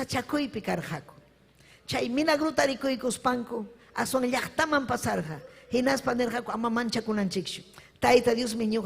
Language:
Ayacucho Quechua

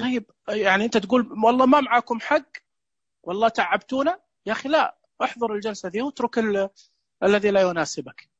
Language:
Najdi Arabic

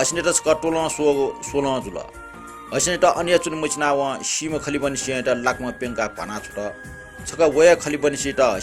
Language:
Newari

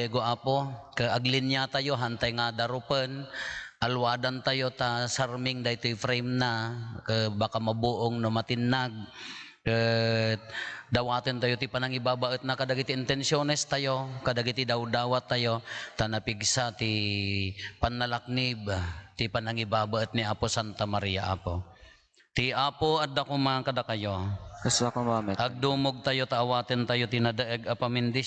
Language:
Iloko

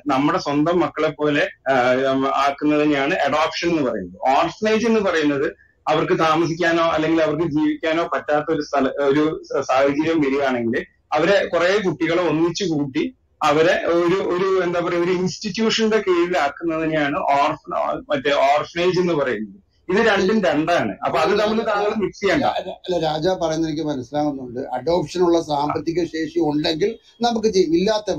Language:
Malayalam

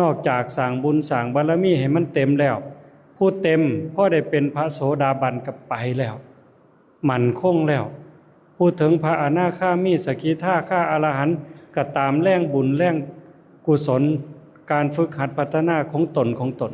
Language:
Lao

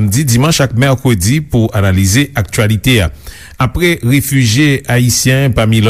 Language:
Haitian Creole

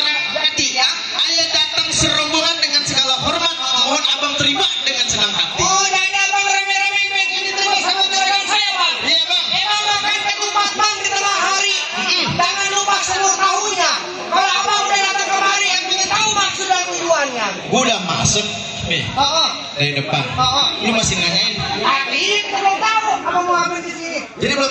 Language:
Betawi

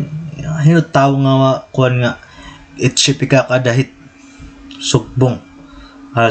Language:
Waray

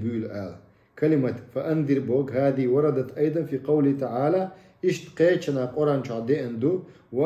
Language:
Chechen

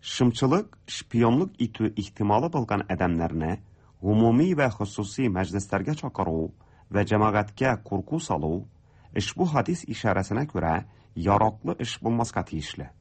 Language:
Tatar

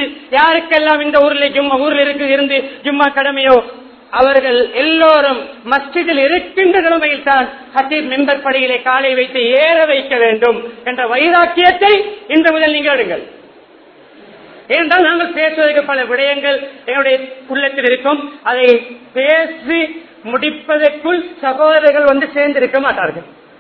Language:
Tamil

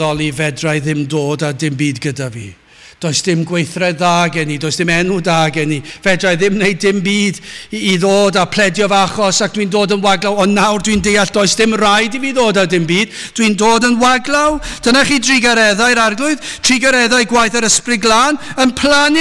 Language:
Welsh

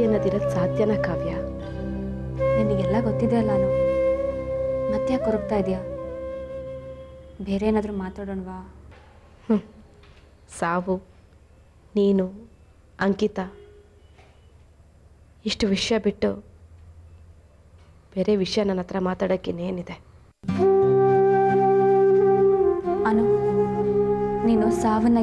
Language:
Kannada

